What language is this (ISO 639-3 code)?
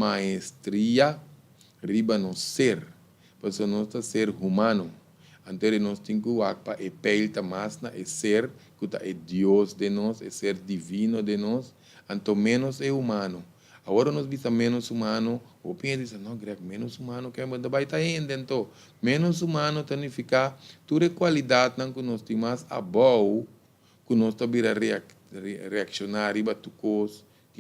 pap